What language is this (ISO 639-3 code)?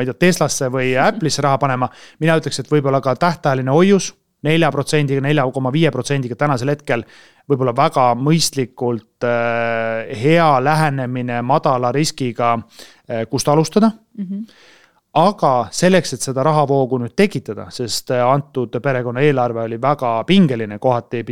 est